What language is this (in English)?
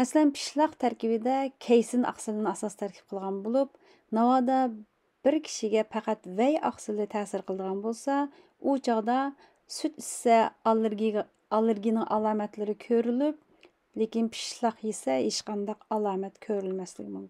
Uyghur